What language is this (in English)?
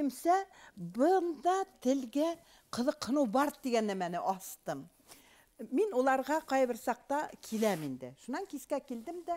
Bashkir